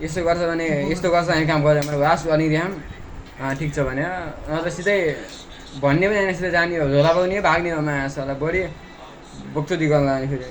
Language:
Nepali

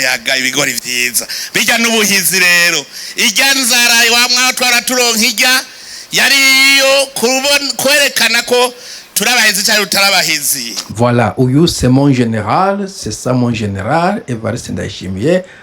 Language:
Rundi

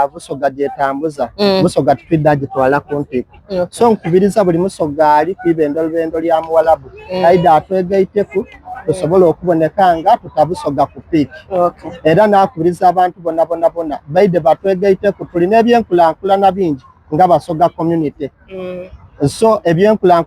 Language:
Soga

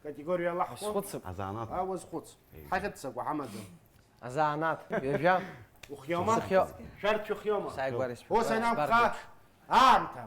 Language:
Abkhazian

